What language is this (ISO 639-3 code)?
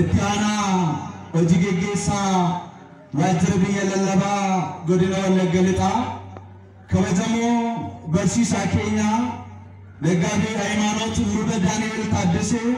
orm